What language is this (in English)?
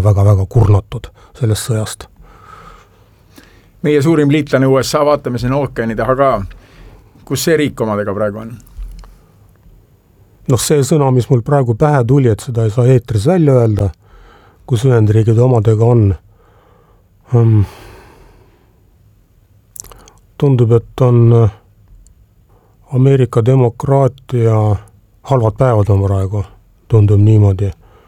Estonian